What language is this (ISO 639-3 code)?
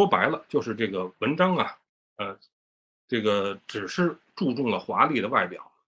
zho